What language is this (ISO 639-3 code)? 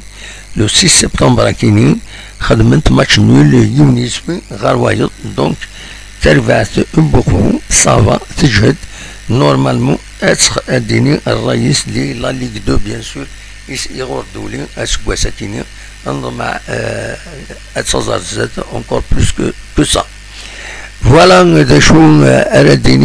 kab